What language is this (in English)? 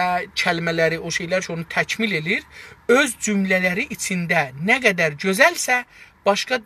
South Azerbaijani